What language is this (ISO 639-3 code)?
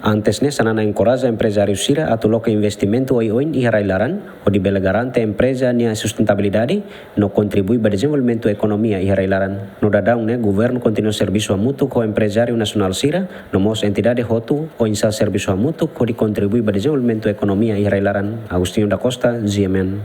tet